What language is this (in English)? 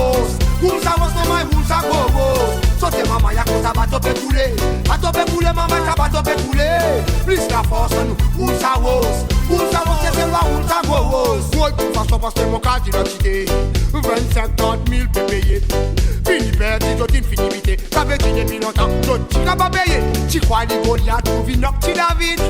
Seselwa Creole French